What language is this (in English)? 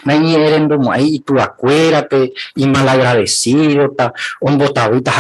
Guarani